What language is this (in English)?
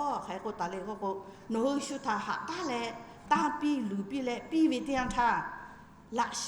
Lahu